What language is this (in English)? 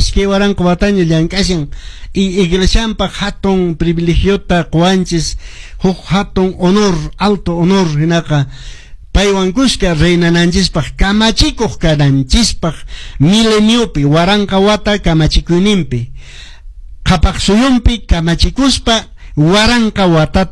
Quechua